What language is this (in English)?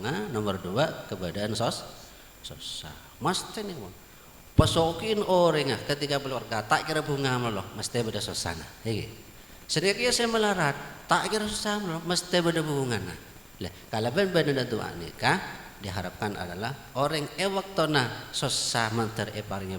Madurese